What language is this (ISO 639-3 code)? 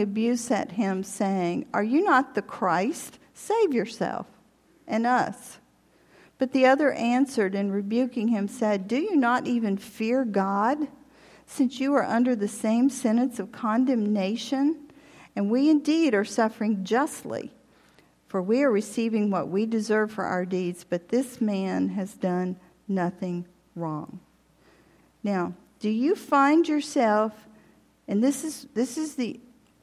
eng